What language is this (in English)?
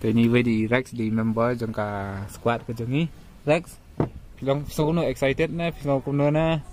Khasi